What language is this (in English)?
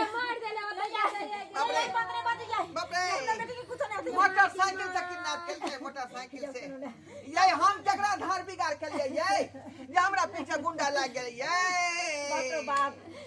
Maithili